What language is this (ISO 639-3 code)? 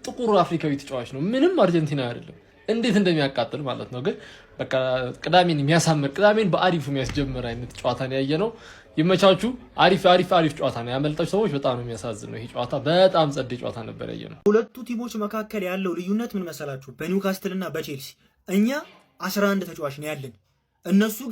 amh